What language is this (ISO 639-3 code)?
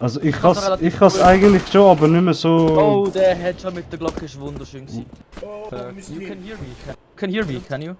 gsw